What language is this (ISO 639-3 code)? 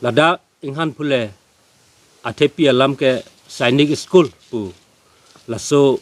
mjw